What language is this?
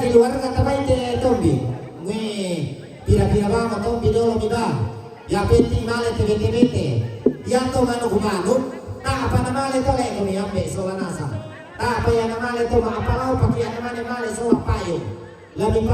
Toraja-Sa'dan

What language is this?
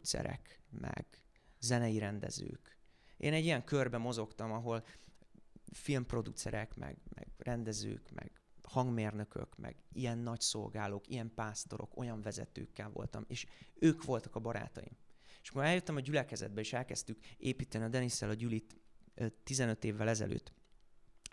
Hungarian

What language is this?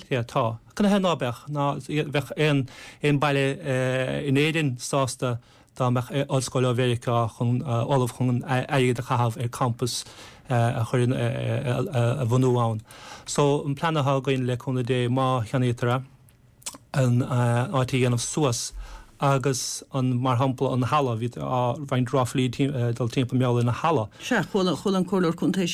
Irish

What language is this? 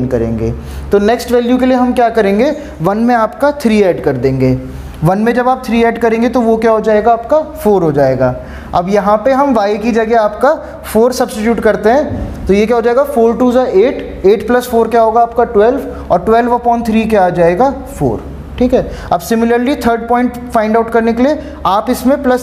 Hindi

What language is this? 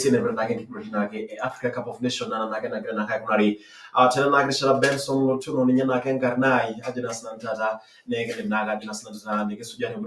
Masai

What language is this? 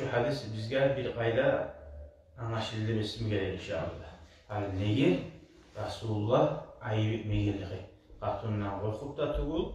Kumyk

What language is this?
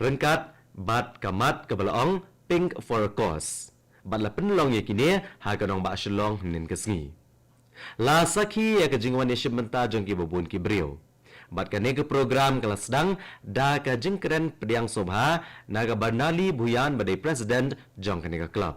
Khasi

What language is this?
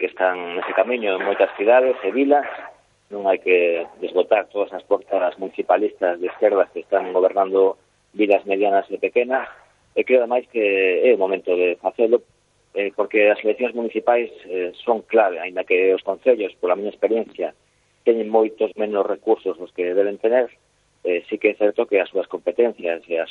Galician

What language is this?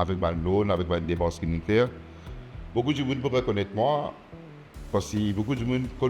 Morisyen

